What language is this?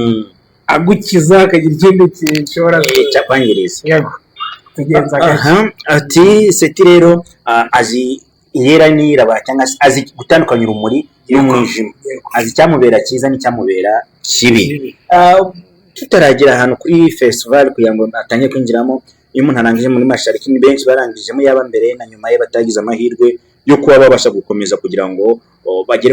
Kinyarwanda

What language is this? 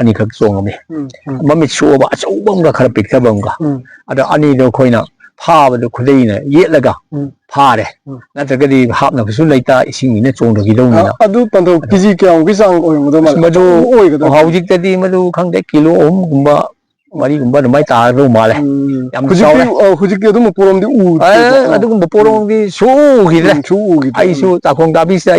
Manipuri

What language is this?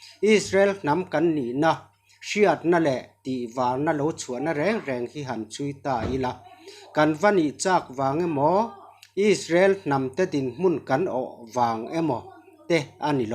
Mizo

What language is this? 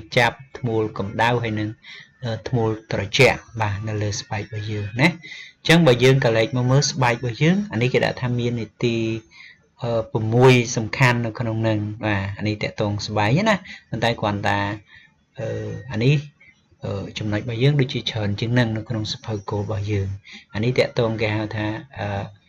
Khmer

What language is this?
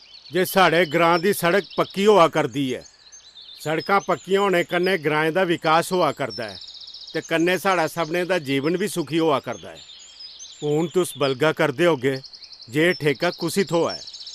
Dogri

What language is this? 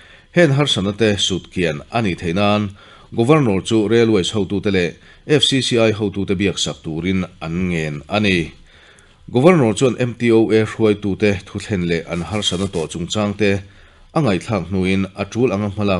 Mizo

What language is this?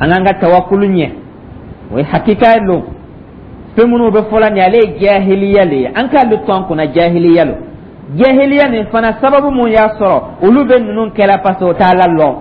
Dyula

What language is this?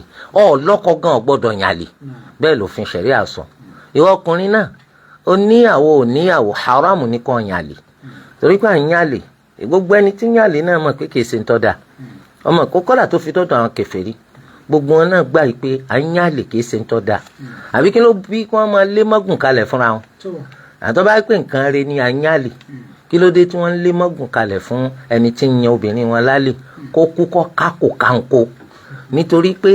Yoruba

